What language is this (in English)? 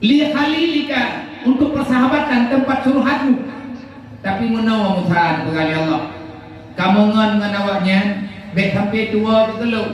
Achinese